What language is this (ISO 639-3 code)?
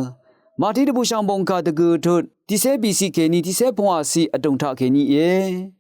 raw